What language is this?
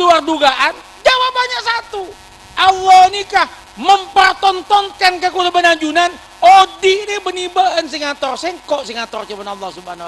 Madurese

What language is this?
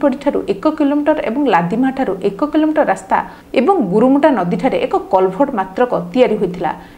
Odia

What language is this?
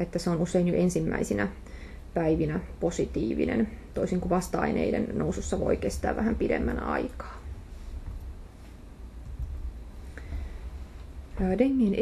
Finnish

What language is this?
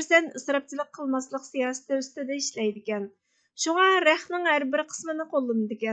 Uyghur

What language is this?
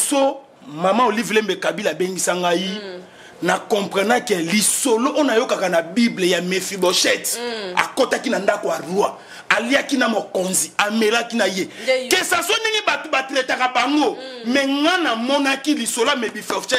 Lingala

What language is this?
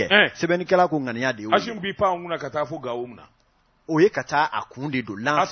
Bambara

